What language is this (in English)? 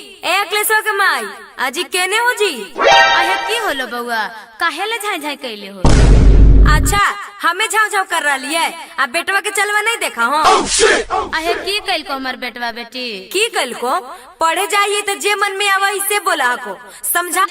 Magahi